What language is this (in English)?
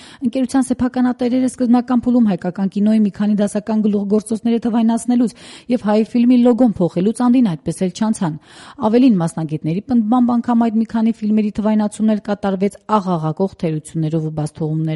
Armenian